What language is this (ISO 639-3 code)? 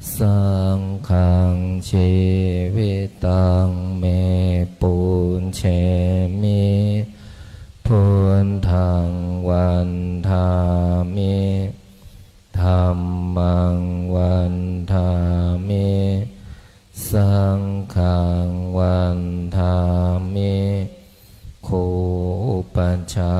pli